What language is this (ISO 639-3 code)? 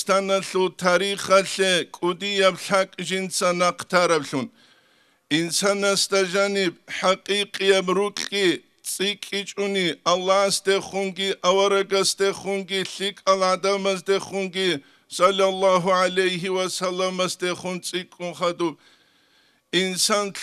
ava